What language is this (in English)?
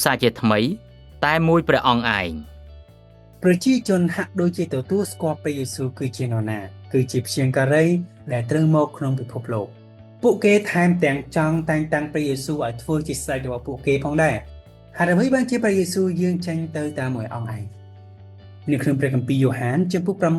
Khmer